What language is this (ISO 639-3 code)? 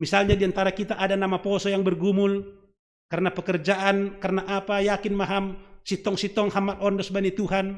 bts